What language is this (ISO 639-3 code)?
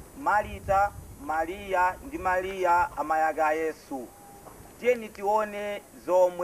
nya